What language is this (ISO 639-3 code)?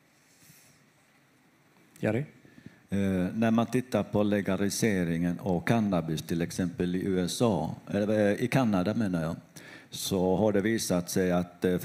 swe